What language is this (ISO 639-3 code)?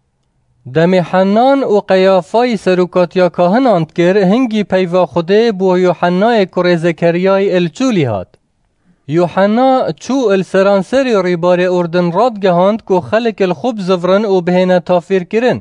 kur